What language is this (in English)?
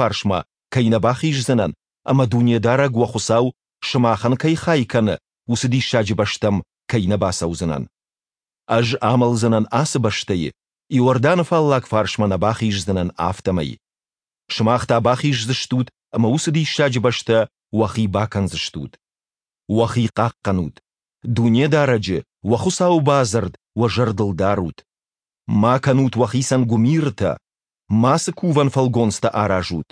Ossetic